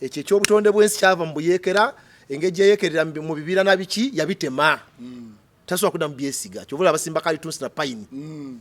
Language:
Ganda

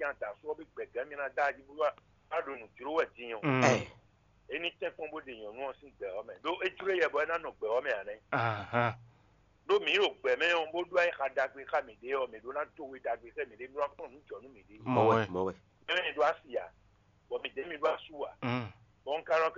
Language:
Fon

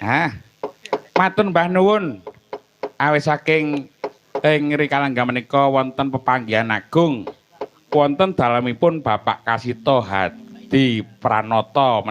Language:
Javanese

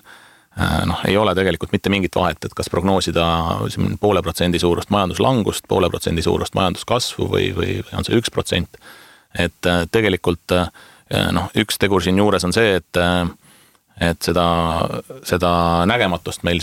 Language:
Estonian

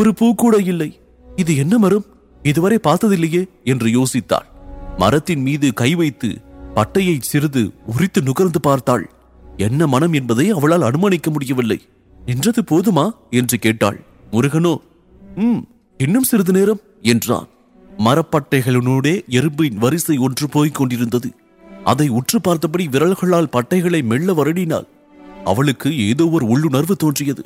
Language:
Tamil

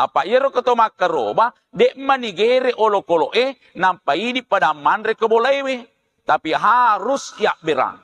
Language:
Buginese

